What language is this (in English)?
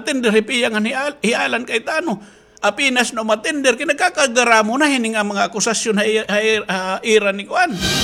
Waray